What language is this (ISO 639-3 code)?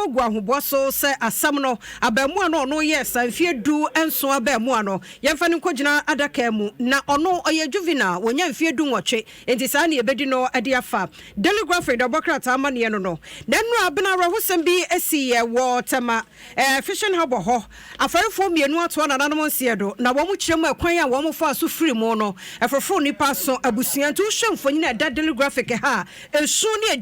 aka